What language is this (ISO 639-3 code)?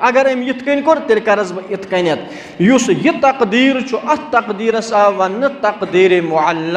kas